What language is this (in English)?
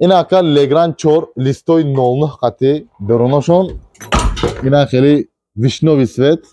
Tajik